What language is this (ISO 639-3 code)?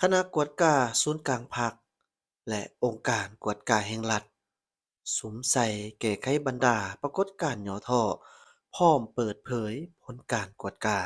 lao